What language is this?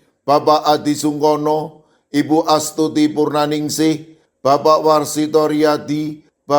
Javanese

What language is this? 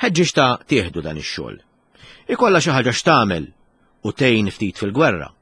Maltese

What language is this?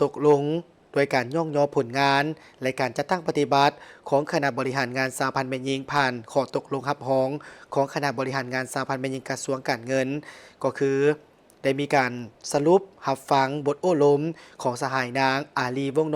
Lao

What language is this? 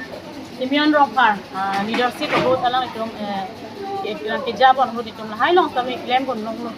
Karbi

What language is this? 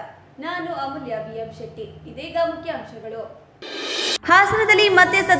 Kannada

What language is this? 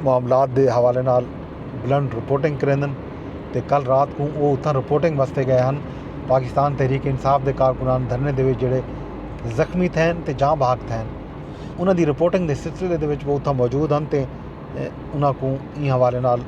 Saraiki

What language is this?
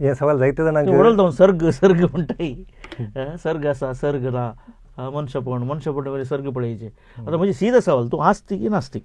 Konkani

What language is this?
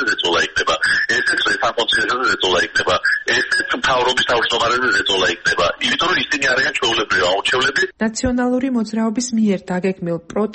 Georgian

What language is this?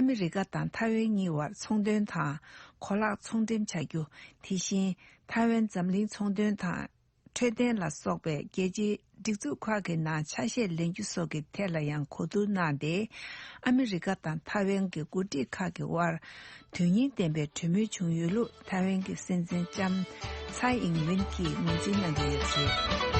Tibetan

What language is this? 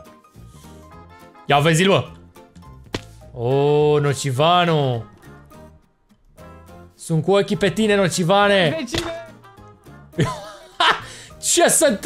Romanian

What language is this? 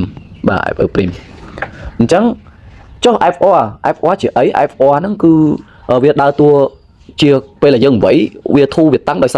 Khmer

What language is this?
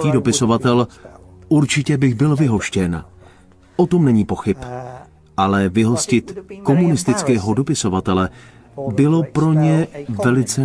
Czech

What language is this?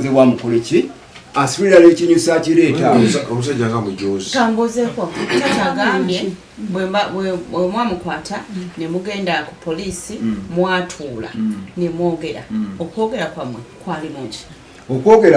Ganda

